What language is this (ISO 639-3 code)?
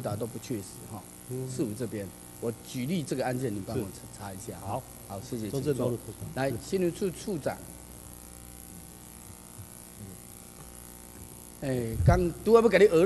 zho